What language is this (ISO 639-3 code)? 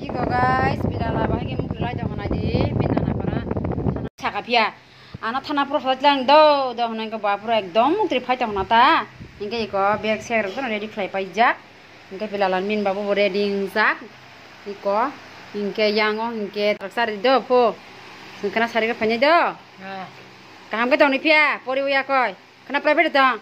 trp